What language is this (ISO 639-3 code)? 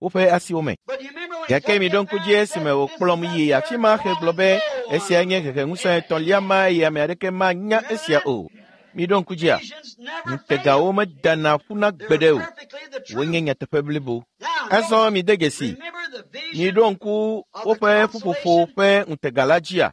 ewe